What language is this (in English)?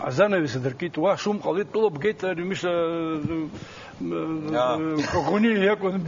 Abkhazian